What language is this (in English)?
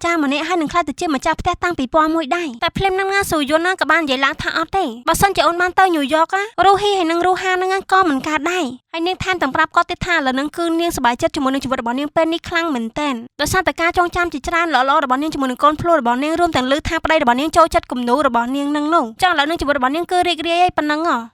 Khmer